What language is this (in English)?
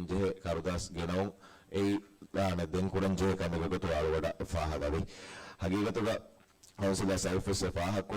Divehi